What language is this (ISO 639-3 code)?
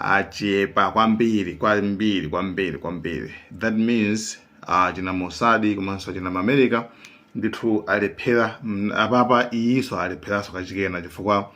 nya